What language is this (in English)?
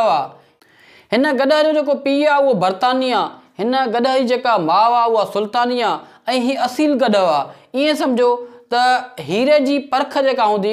Sindhi